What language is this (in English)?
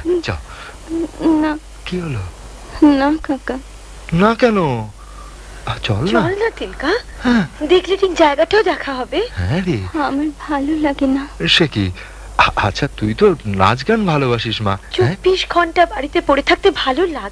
Bangla